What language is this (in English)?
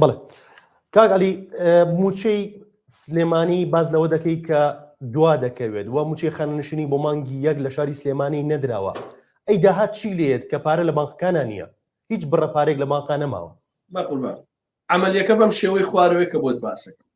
Central Kurdish